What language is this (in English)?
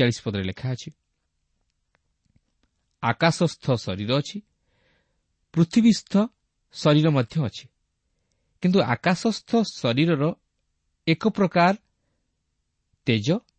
Odia